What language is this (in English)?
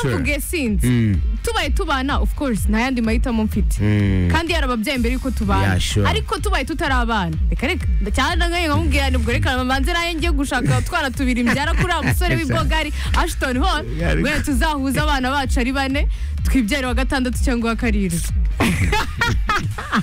Kinyarwanda